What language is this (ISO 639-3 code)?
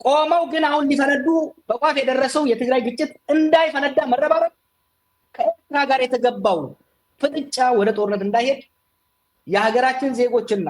amh